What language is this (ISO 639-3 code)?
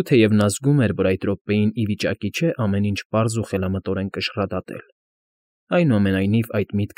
hye